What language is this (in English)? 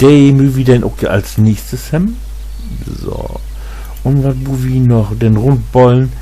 Low German